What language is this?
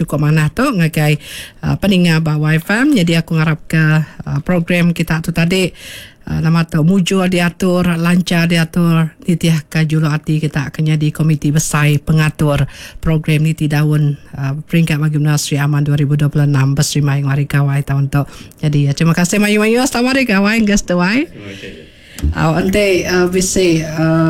Iban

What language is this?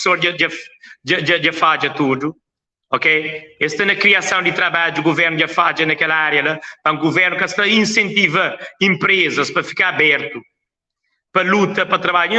Kabuverdianu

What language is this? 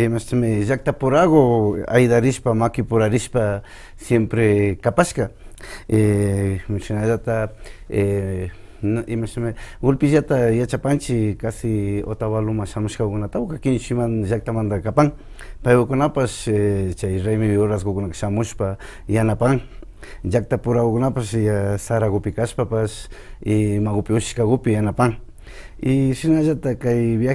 Imbabura Highland Quichua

